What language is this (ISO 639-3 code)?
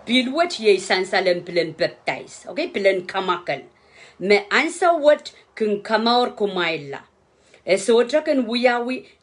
pon